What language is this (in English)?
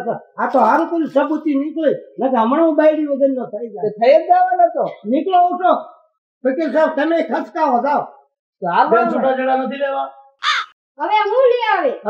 Gujarati